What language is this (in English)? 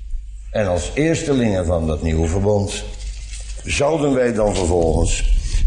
Dutch